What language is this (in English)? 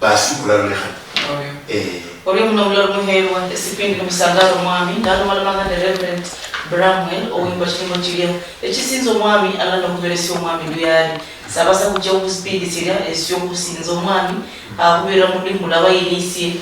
Luyia